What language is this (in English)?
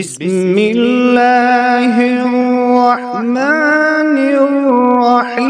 Kashmiri